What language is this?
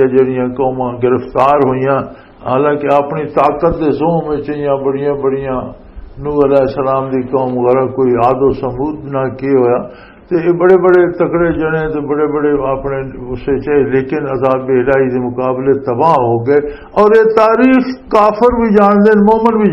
Western Panjabi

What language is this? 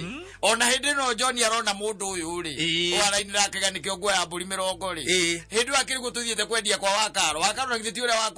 Kikuyu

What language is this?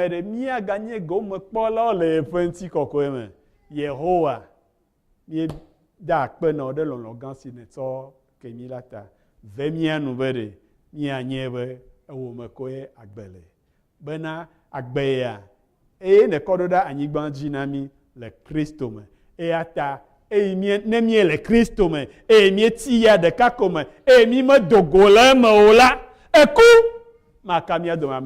Ewe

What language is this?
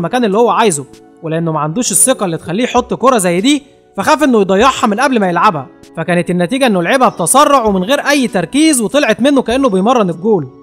Egyptian Arabic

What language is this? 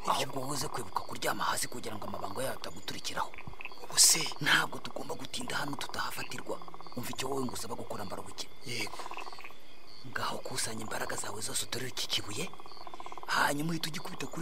Kinyarwanda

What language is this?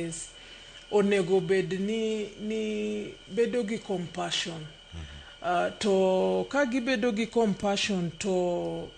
Luo (Kenya and Tanzania)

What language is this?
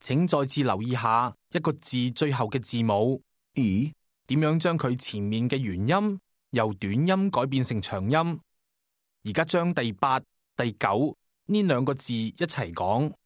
Cantonese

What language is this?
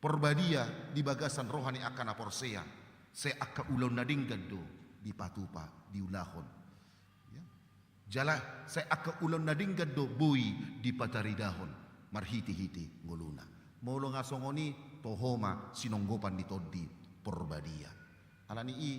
Batak Toba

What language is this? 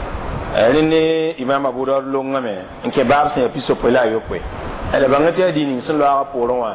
Mossi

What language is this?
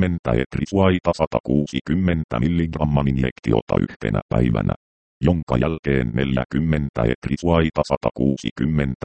Finnish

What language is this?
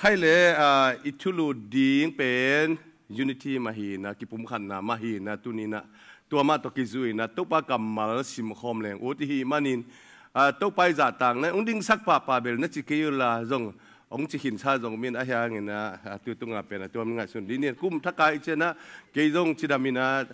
Tedim Chin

